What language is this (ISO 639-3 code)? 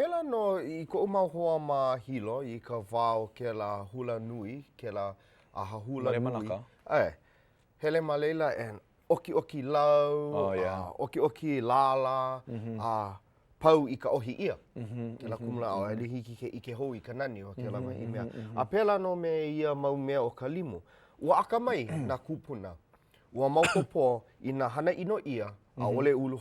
haw